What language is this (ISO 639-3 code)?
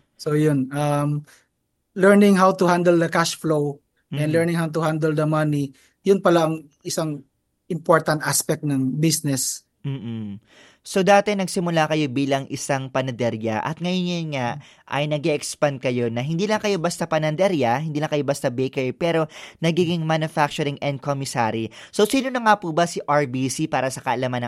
fil